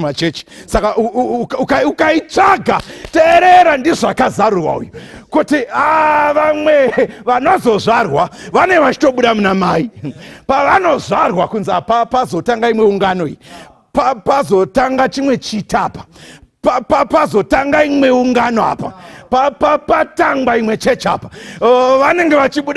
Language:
Shona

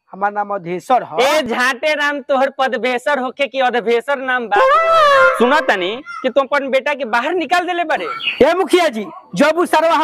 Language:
Bhojpuri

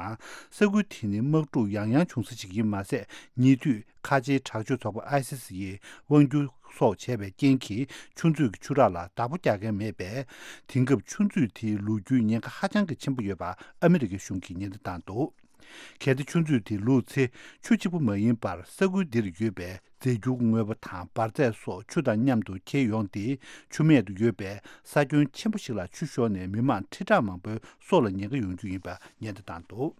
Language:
Tibetan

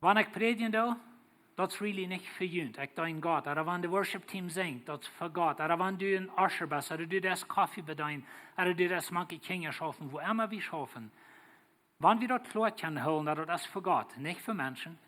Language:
Plautdietsch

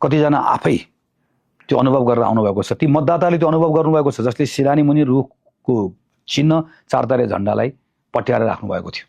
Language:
Nepali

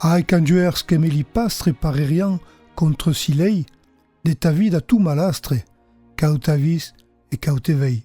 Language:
Occitan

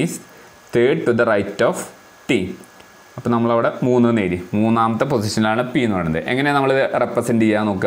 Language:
Malayalam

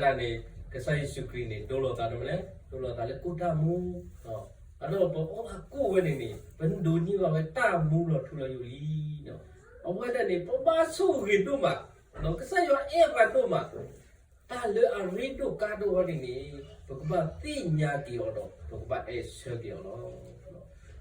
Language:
S'gaw Karen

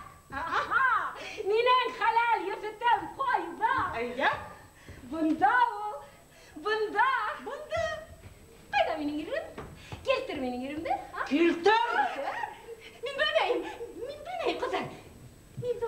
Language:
Bashkir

